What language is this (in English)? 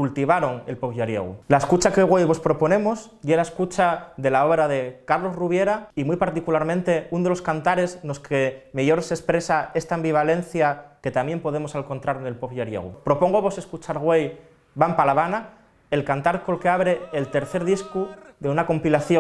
Asturian